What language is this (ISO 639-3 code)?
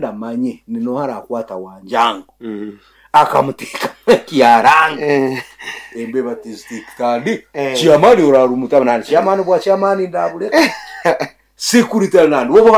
nyo